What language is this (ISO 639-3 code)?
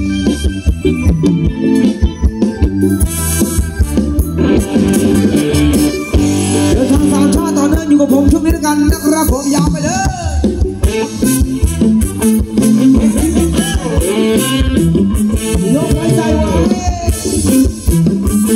tha